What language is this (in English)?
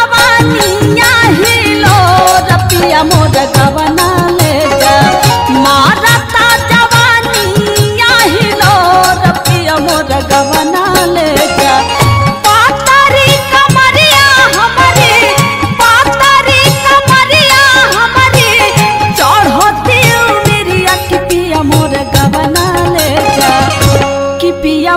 Bhojpuri